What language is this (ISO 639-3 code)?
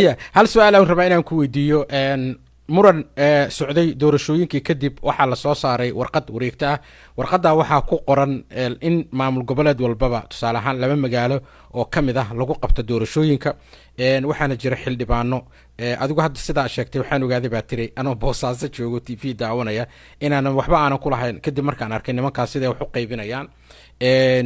som